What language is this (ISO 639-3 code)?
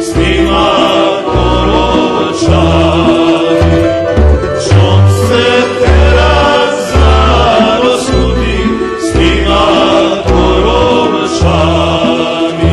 rue